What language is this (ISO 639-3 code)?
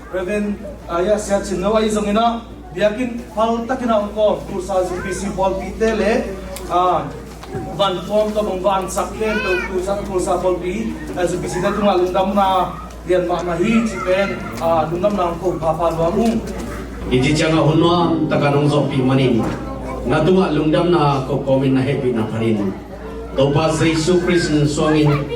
ctd